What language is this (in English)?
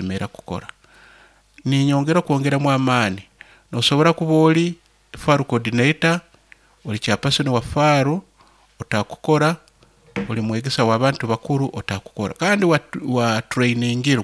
Nyoro